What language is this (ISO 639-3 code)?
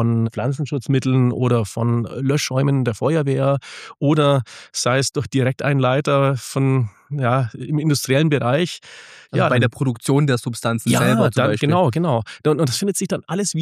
deu